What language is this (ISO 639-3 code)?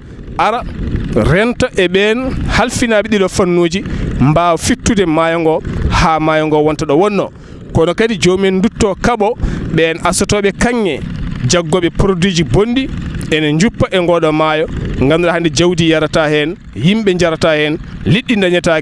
ful